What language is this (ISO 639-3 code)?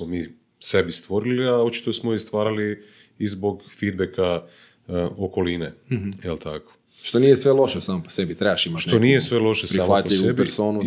hrv